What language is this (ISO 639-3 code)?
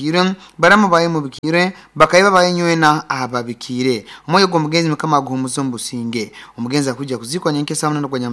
nyn